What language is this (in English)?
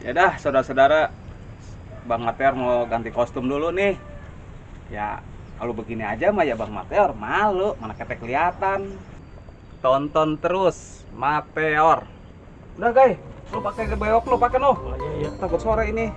Betawi